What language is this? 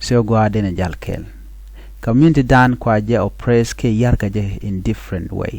Nuer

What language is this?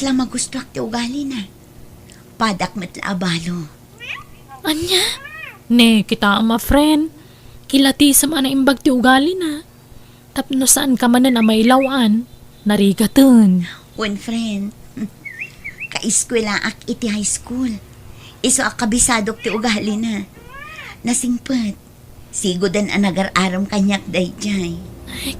Iloko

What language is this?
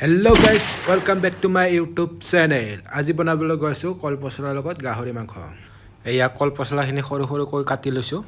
Assamese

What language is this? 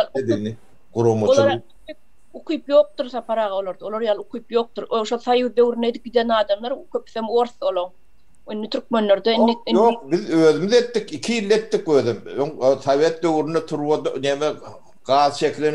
Turkmen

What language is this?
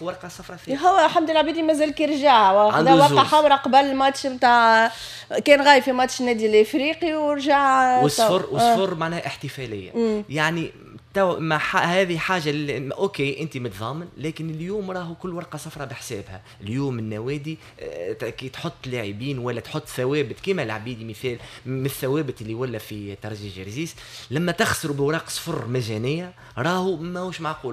Tunisian Arabic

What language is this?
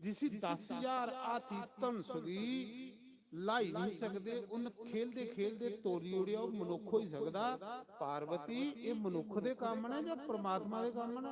Dogri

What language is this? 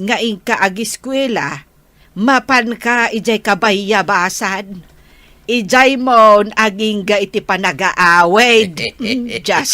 Iloko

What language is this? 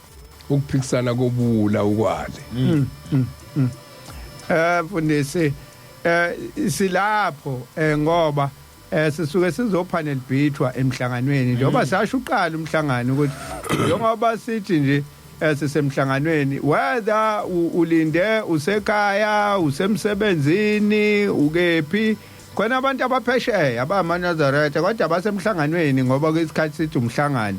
Zulu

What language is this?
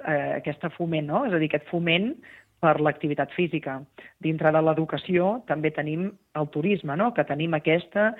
Catalan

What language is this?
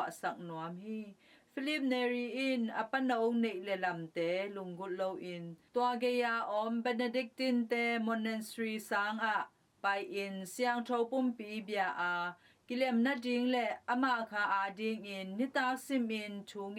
Tedim Chin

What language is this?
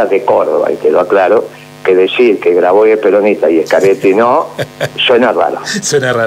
Spanish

